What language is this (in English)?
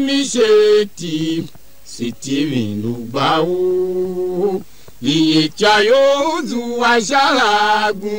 Tiv